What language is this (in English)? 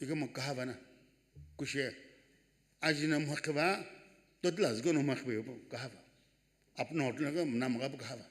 Sumi Naga